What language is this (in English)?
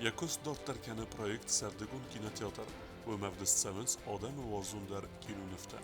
Ossetic